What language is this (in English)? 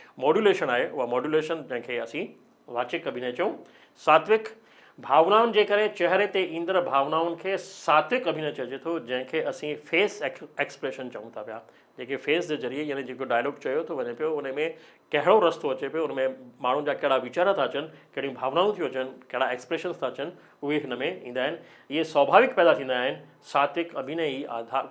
Sindhi